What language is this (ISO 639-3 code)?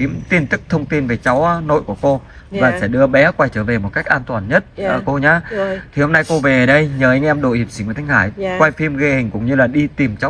vie